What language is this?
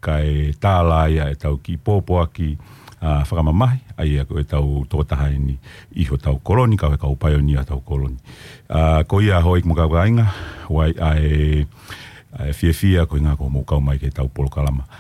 Tongan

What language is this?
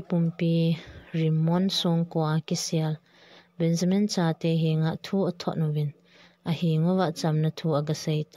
Thado Chin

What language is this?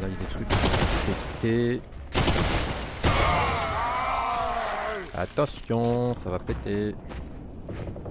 French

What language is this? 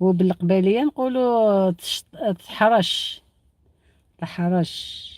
Algerian Arabic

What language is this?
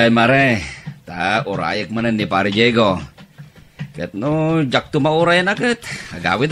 Iloko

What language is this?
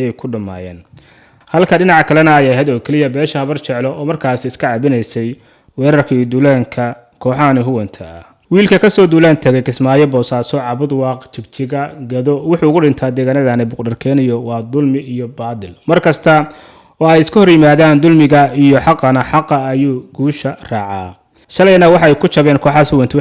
Somali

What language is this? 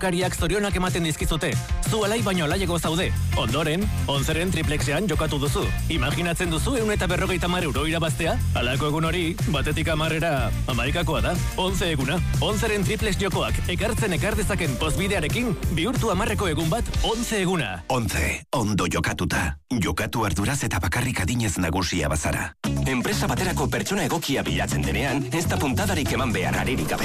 Basque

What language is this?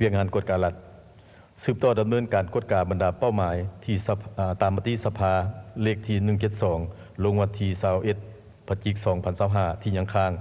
Lao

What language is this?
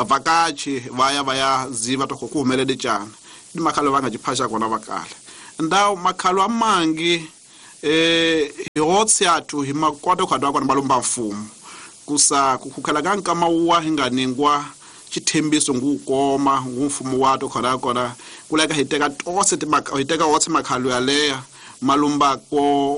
Tsonga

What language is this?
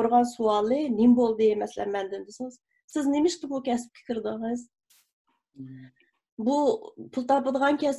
Uyghur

